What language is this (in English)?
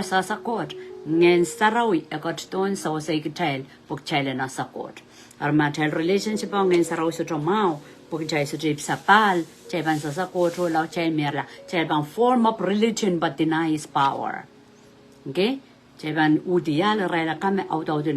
Pohnpeian